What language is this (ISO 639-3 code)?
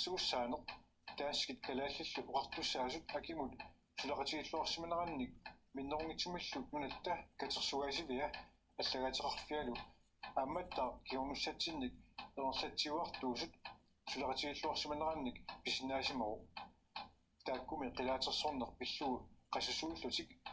kal